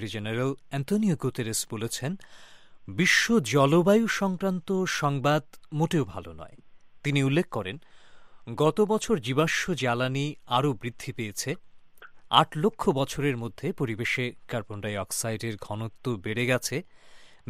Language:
Bangla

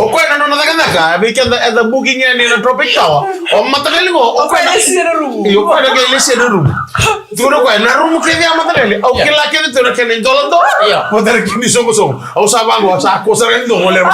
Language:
Fijian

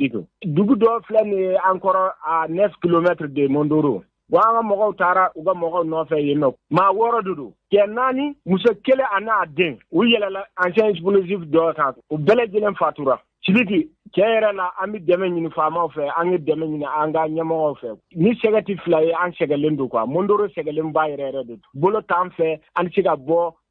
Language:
Bambara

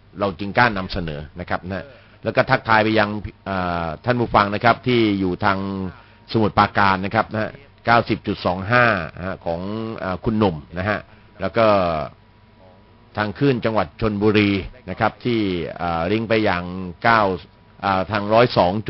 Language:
Thai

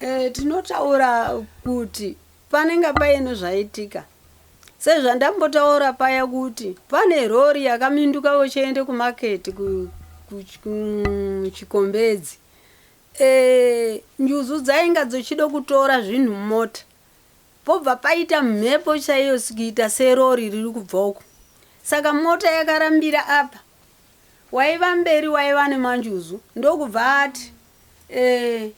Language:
Shona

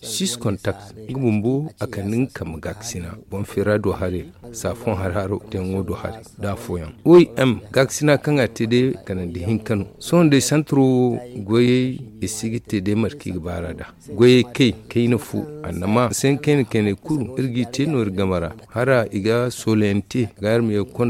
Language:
Zarma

